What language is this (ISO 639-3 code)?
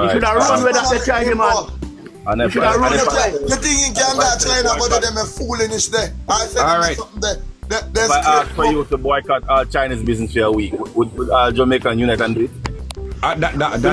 jam